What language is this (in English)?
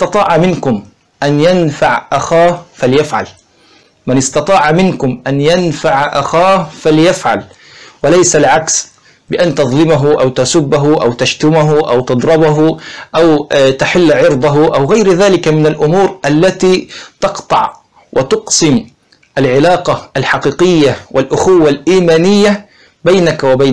Arabic